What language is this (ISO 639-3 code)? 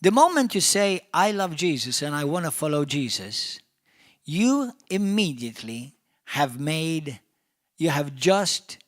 eng